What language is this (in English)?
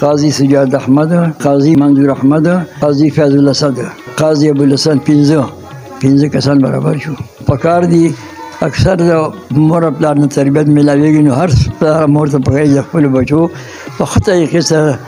Pashto